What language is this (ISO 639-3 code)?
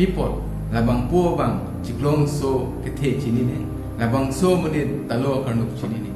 mjw